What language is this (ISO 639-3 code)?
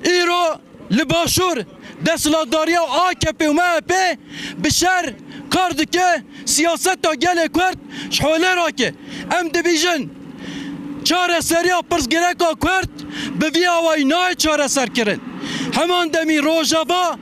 kur